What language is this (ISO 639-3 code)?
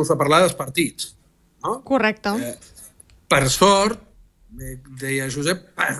cat